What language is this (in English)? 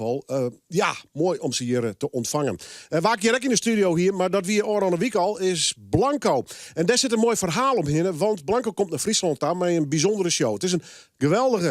Western Frisian